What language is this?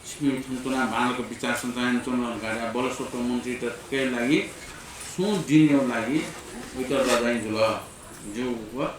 Newari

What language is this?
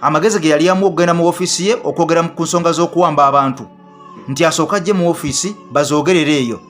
Ganda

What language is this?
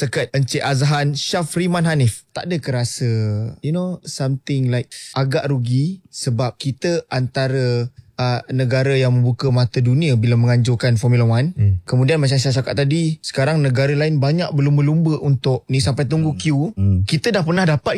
Malay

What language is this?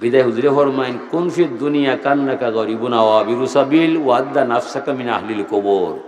Sylheti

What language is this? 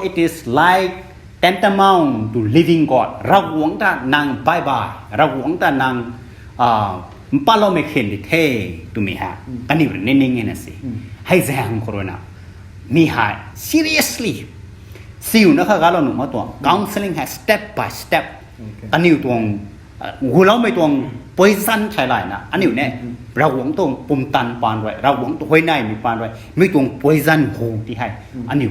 Rongmei Naga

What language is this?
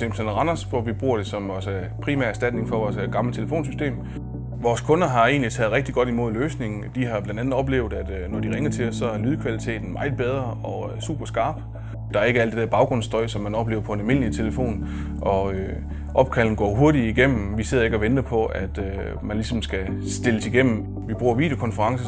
Danish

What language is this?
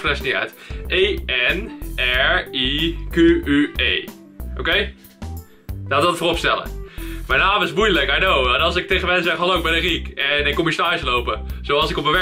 Dutch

